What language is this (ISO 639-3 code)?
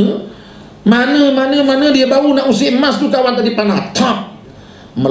msa